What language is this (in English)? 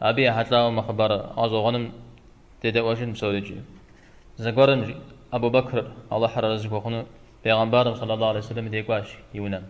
Kabardian